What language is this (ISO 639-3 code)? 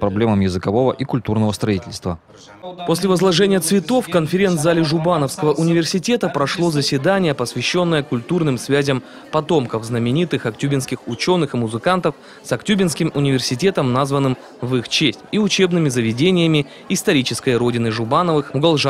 rus